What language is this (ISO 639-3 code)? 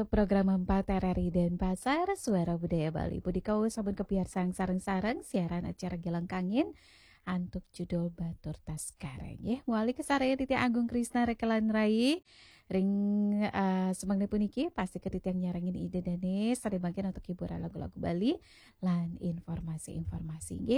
ban